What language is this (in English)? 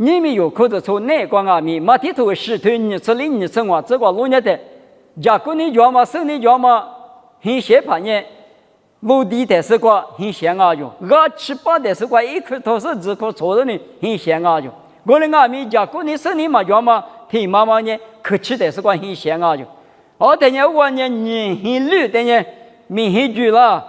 Lisu